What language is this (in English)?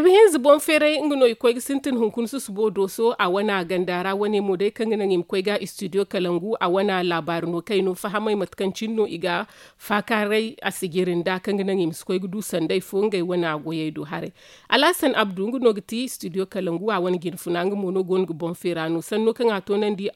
Zarma